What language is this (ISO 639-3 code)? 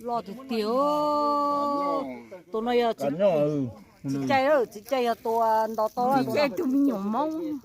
hmn